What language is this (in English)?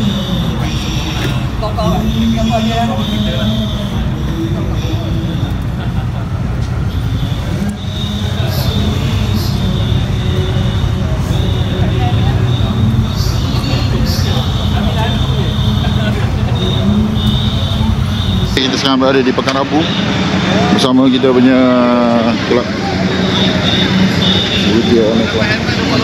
Malay